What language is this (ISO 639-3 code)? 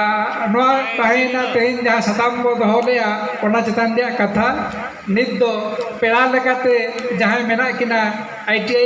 sat